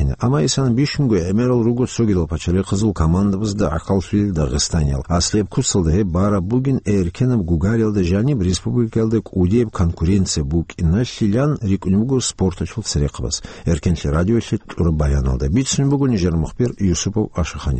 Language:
Avaric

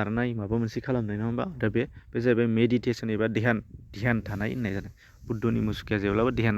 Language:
Bodo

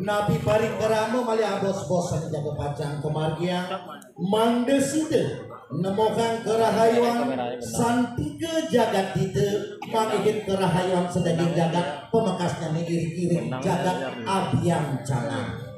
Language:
Balinese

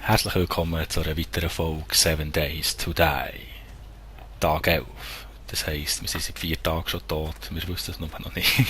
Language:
Swiss German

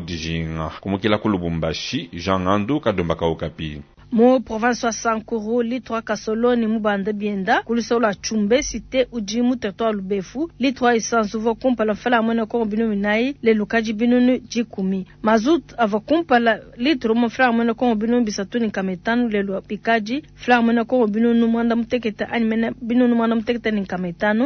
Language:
Luba-Lulua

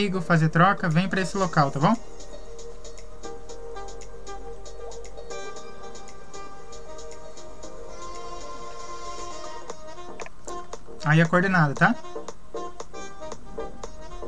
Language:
Portuguese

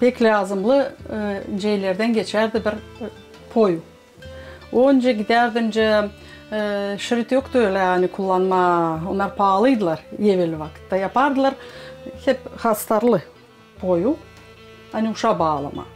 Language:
Gagauz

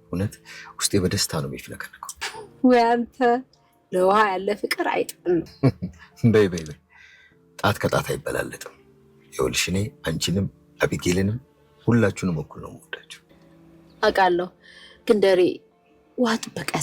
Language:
Amharic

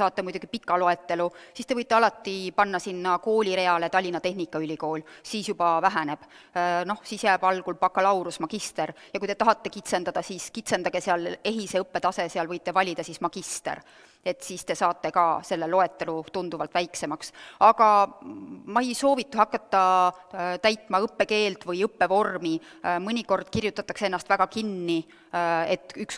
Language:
Estonian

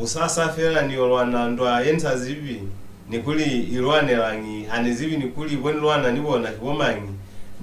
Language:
Lozi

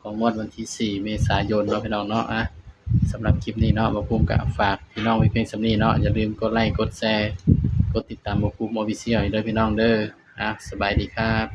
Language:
Northeastern Thai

